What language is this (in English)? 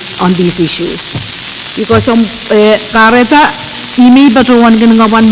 Pohnpeian